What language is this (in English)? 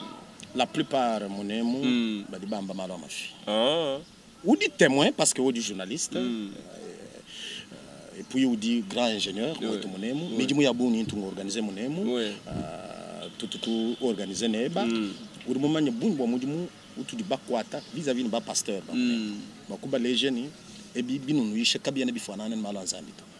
Luba-Lulua